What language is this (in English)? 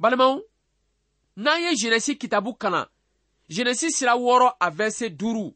Bambara